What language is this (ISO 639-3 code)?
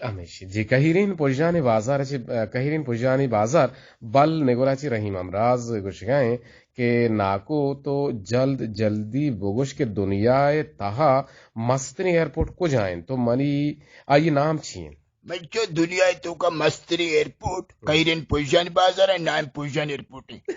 bgp